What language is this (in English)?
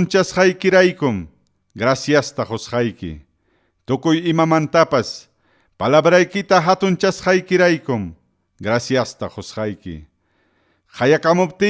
Ayacucho Quechua